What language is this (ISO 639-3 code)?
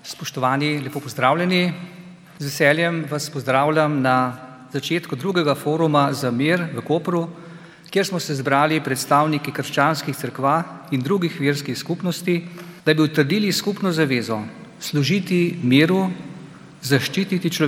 slv